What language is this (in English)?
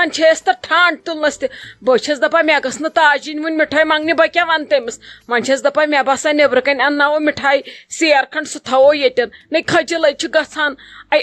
Kashmiri